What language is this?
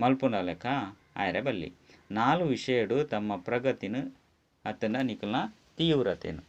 Tulu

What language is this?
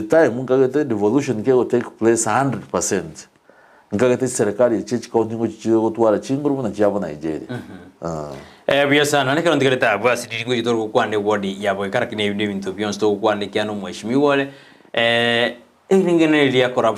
Gusii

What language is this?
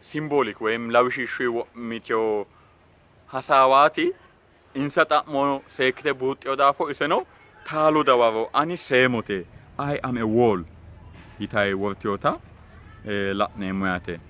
Sidamo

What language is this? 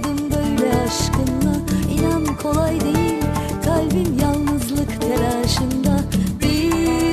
Turkish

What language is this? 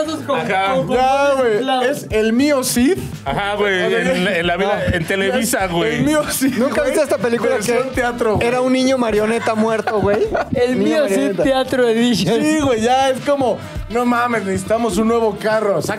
Spanish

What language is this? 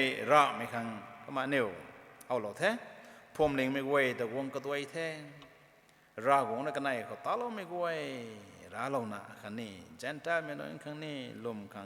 Rongmei Naga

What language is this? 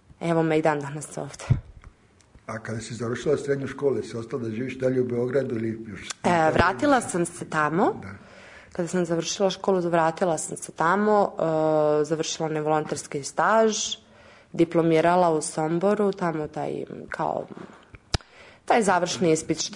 Serbian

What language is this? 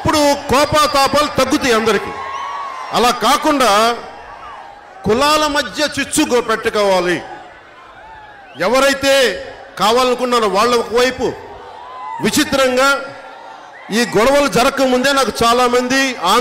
Telugu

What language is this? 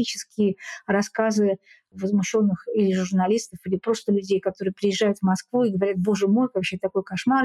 Russian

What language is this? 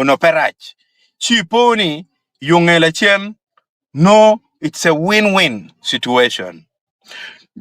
Acoli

